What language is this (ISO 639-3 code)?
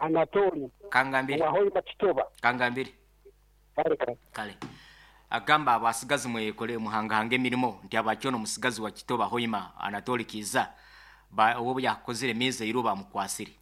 nyo